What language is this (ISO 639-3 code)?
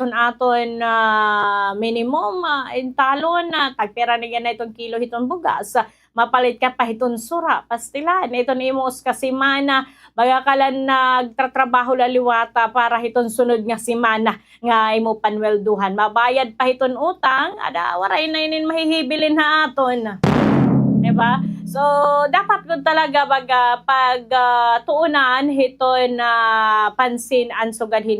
war